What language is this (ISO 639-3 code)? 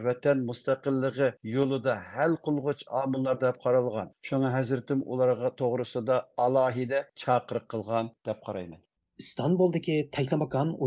uig